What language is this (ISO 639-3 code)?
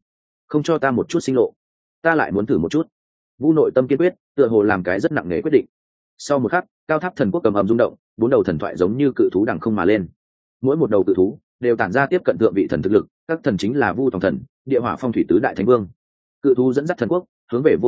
vie